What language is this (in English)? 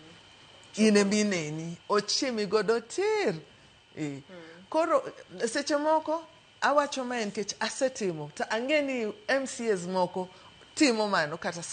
Luo (Kenya and Tanzania)